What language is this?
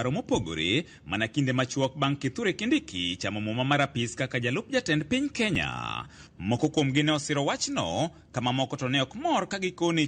Luo (Kenya and Tanzania)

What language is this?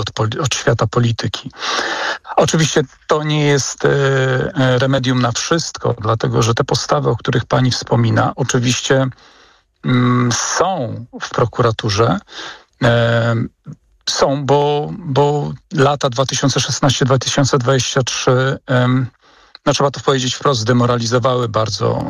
Polish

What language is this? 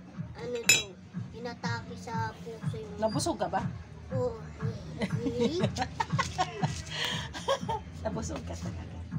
Filipino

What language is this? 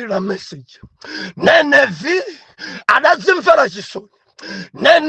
Nyanja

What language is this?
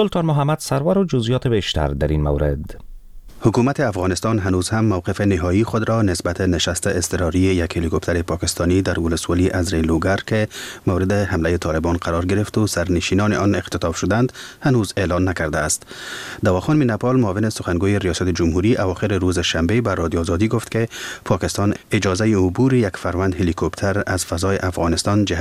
Persian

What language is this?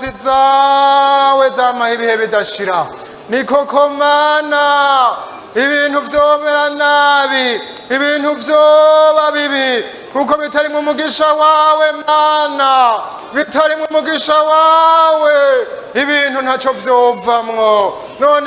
Rundi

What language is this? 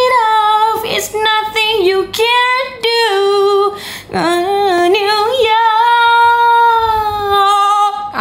Malay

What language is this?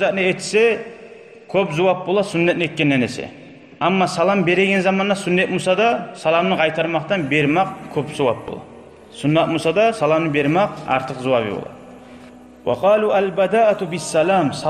Kumyk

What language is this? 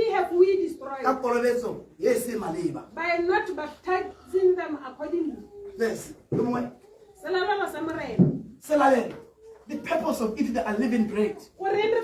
Tswana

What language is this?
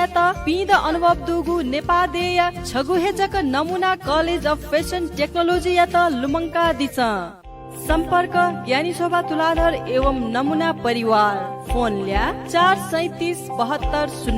Newari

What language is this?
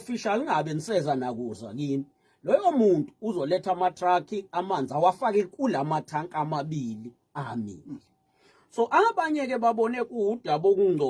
Zulu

